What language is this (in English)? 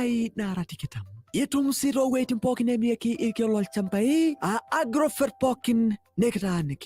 Masai